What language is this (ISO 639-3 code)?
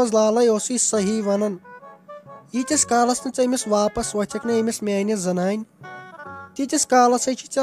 kas